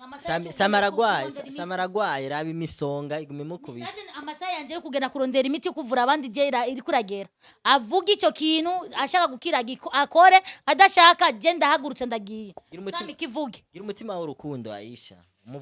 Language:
Rundi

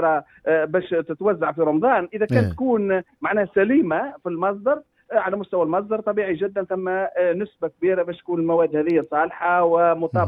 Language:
Tunisian Arabic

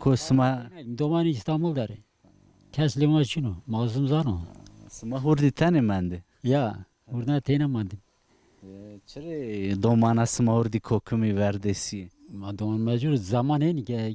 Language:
Zaza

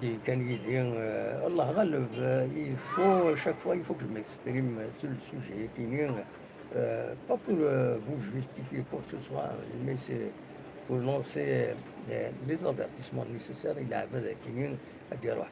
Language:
Kabyle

